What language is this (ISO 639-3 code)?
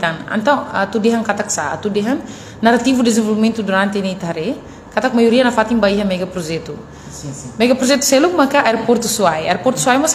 tet